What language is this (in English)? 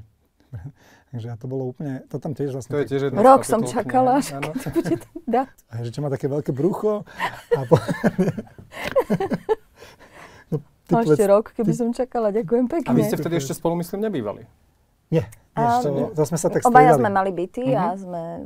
Slovak